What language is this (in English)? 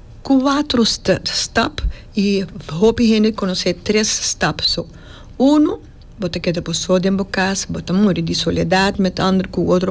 Papiamento